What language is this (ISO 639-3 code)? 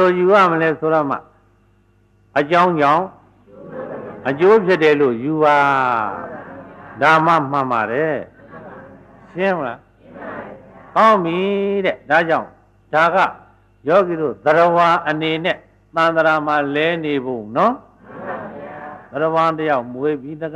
mya